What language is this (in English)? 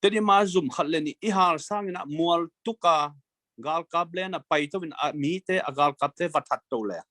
Tedim Chin